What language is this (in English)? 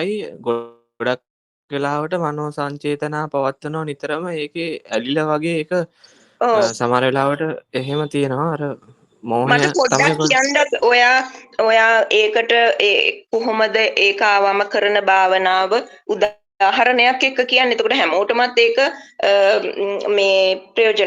Sinhala